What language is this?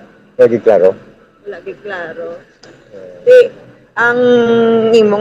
Hiligaynon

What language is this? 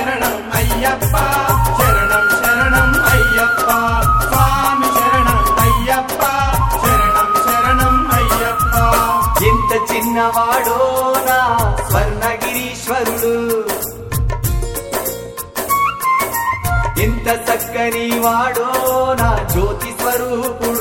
Telugu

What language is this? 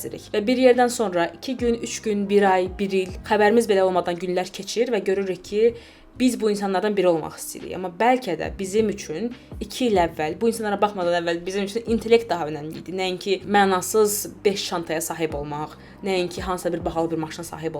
Azerbaijani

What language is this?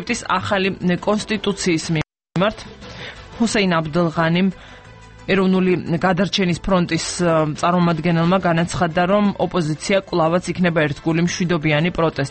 Georgian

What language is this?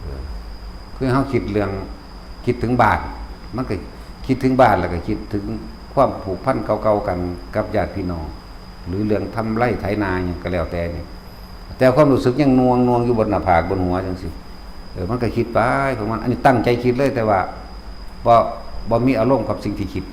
Northeastern Thai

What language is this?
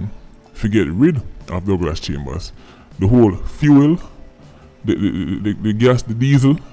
Jamaican Creole English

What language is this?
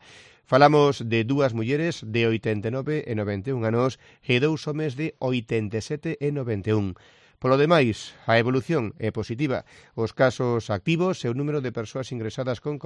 Galician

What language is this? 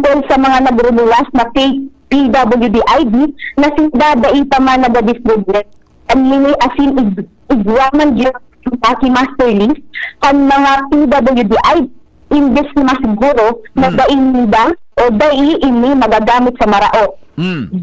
Bikol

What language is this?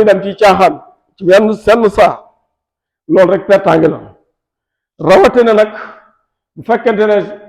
Wolof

